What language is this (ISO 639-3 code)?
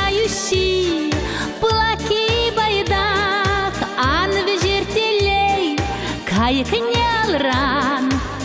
chv